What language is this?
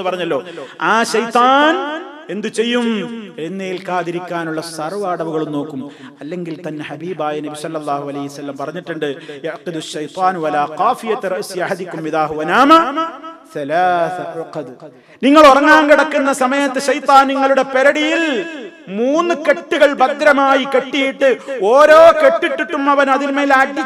Malayalam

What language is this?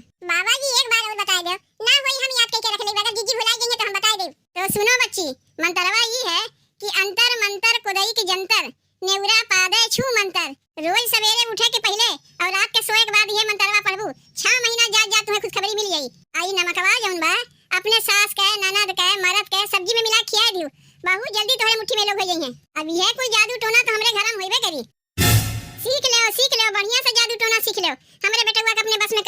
Awadhi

